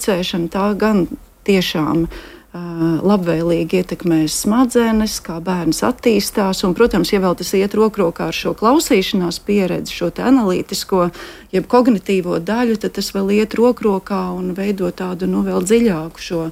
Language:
Latvian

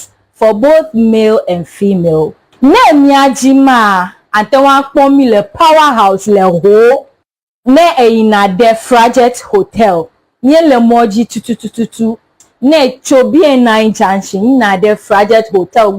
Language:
Ewe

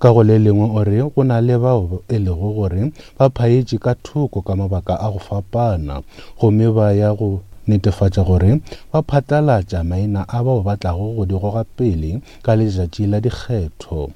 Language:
Northern Sotho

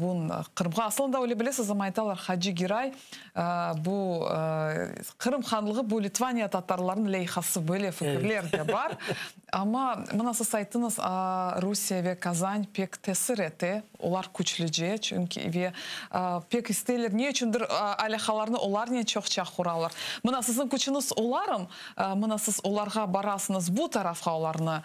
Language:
Crimean Tatar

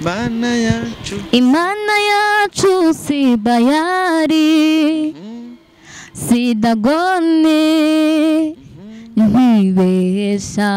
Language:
Kinyarwanda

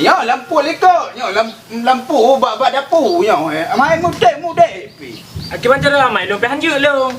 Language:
Achinese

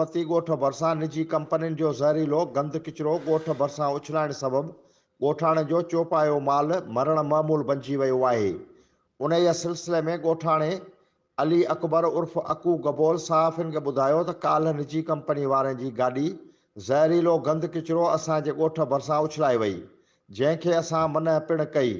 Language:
Sindhi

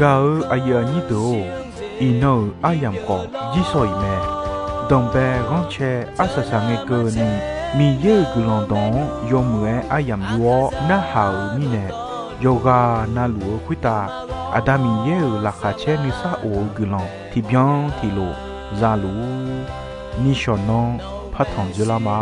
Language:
Akha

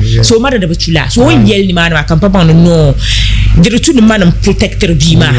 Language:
Dagbani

